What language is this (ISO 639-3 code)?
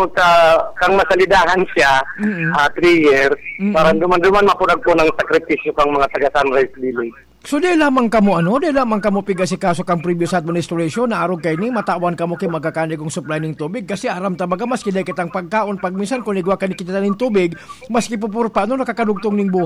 bik